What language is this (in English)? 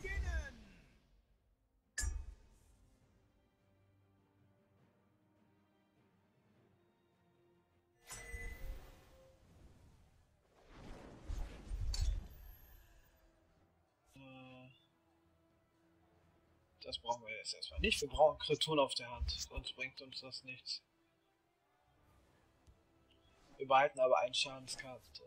German